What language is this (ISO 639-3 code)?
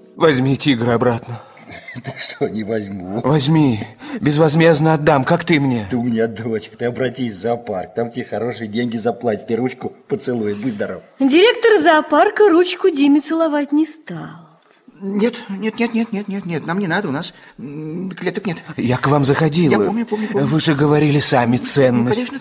rus